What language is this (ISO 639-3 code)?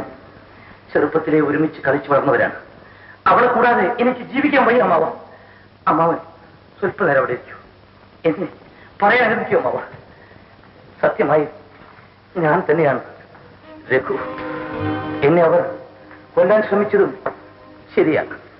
mal